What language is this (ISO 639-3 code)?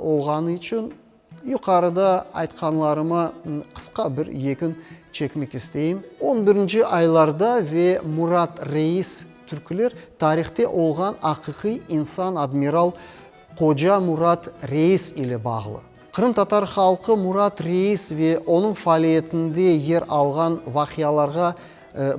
crh